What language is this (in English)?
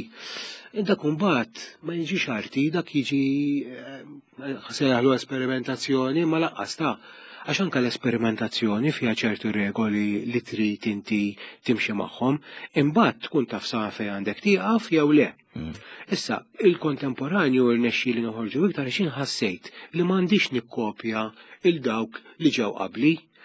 Maltese